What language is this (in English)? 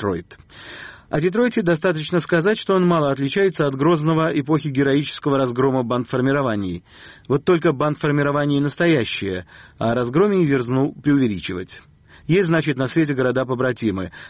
Russian